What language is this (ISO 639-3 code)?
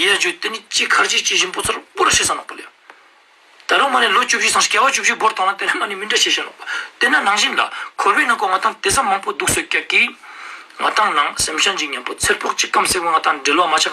lbj